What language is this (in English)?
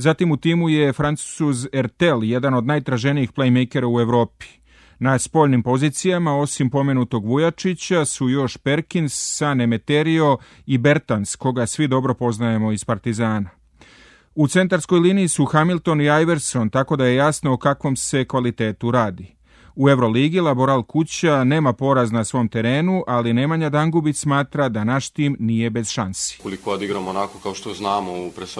Serbian